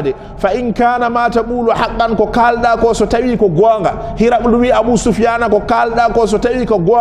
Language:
Fula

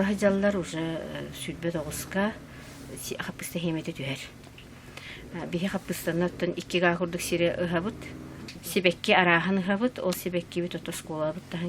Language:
Yakut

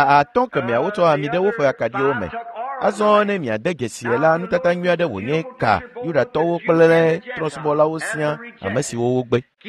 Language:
Ewe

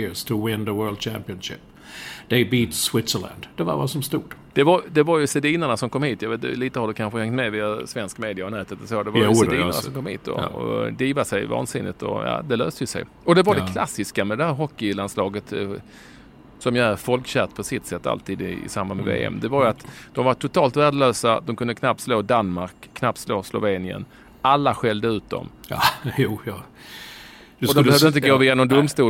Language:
Swedish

